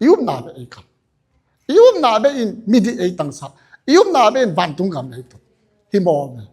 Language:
Tedim Chin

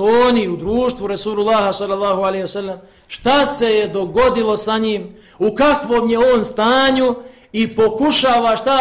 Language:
Bosnian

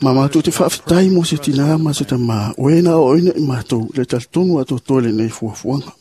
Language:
Samoan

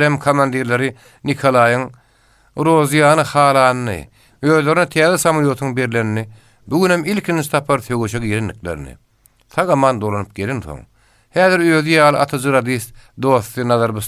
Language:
Turkmen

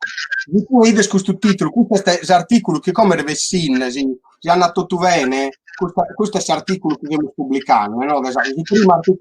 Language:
Sardinian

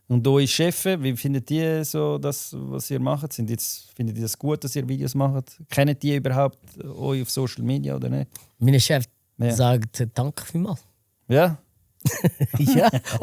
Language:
Swiss German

